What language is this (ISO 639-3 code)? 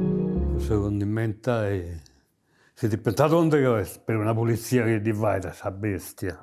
srd